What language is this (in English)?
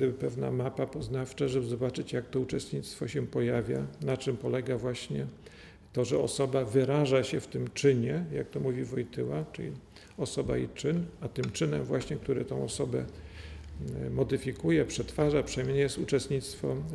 Polish